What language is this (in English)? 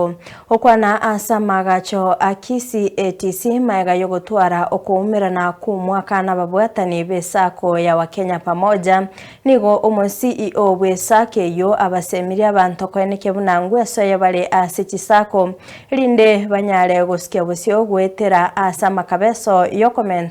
Gusii